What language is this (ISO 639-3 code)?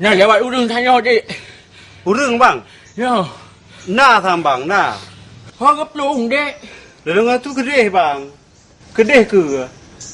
ace